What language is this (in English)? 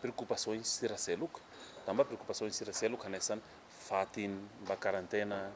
Tetum